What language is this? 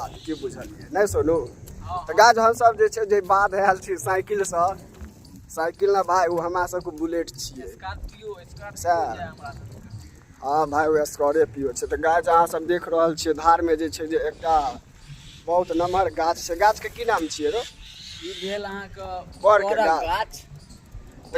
Maithili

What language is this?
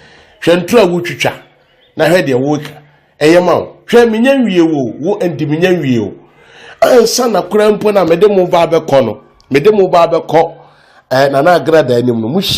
Akan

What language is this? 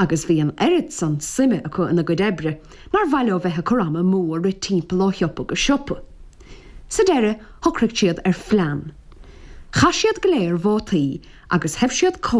Irish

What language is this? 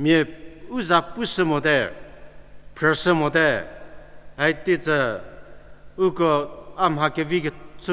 Angami Naga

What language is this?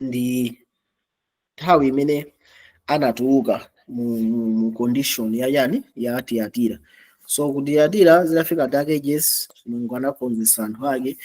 Nyanja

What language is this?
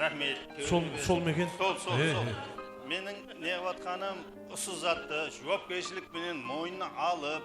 Kara-Kalpak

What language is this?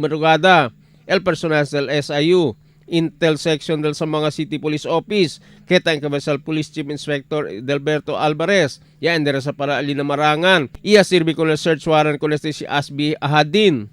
Chavacano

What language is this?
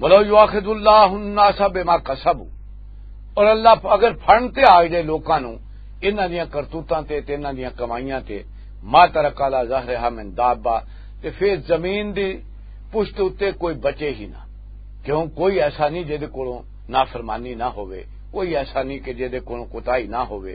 Western Panjabi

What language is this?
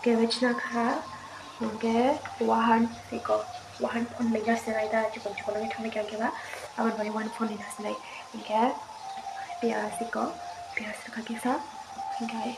Kok Borok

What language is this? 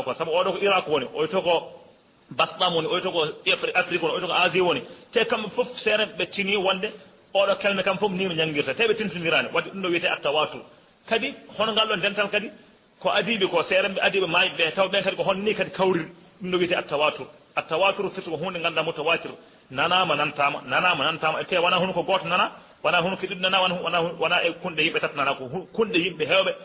Fula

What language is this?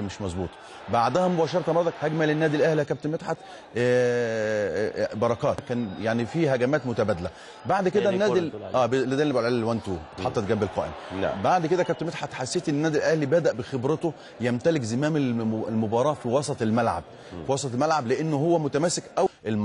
Egyptian Arabic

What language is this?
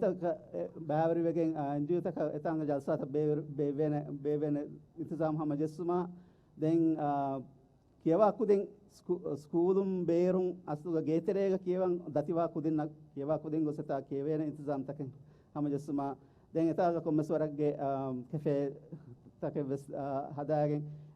Divehi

